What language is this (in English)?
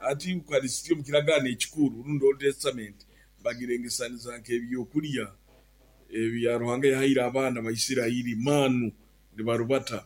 Nyoro